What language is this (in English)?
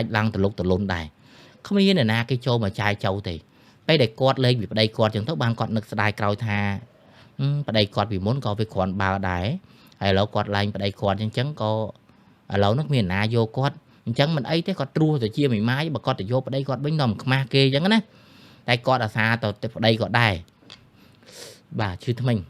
Khmer